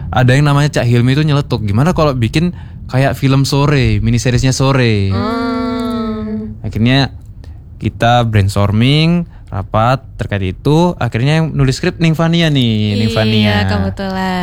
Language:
Indonesian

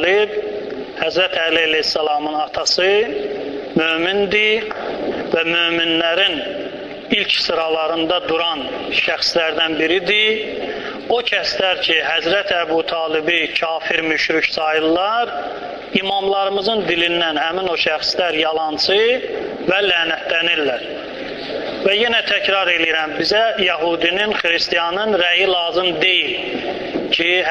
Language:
Azerbaijani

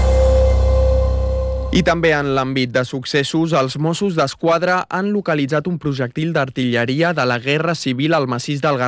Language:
Catalan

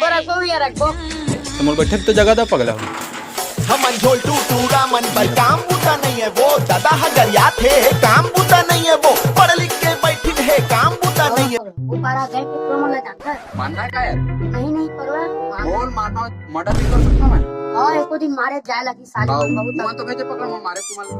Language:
Chhattisgarhi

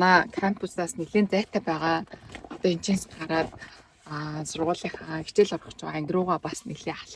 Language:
Mongolian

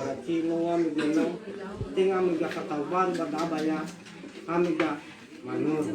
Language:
Nias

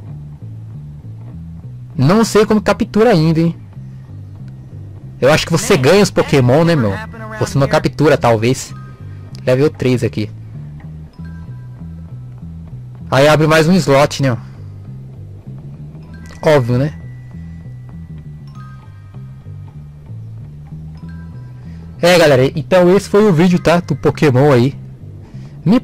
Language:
Portuguese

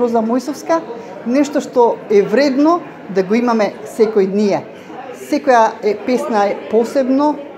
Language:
Macedonian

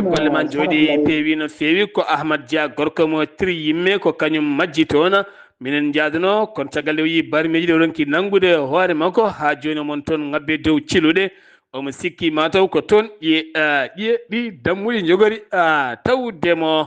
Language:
Fula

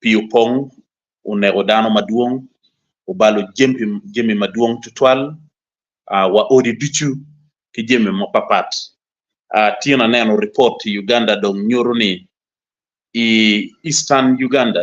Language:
Acoli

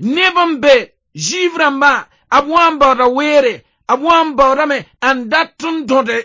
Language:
Mossi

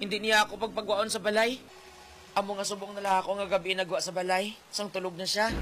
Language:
Hiligaynon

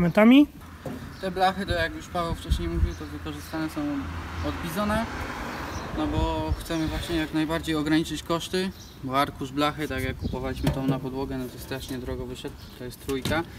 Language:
Polish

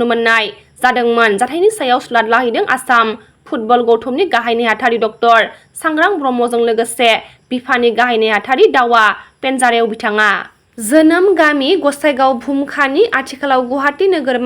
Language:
Bodo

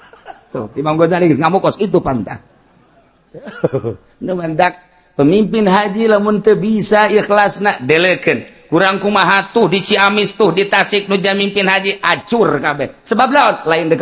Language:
Sundanese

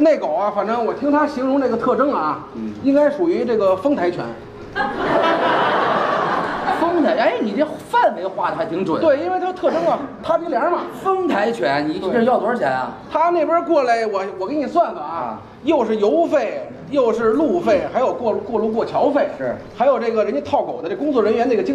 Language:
Chinese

